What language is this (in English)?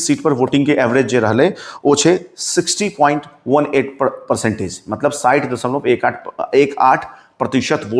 Maithili